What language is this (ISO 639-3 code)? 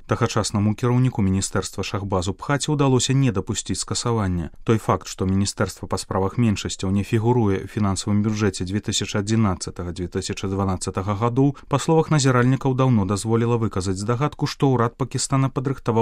bel